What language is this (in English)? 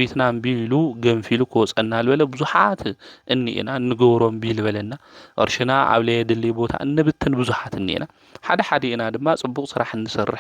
Tigrinya